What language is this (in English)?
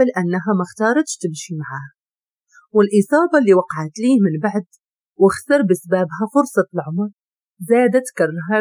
Moroccan Arabic